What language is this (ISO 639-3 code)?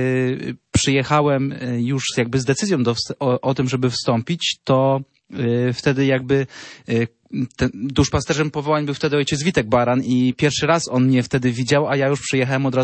pol